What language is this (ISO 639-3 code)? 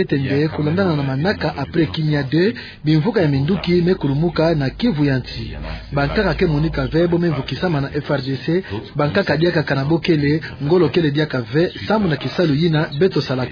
ktu